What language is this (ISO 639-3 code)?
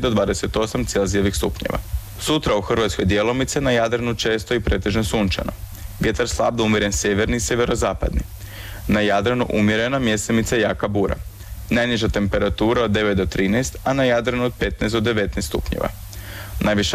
hrv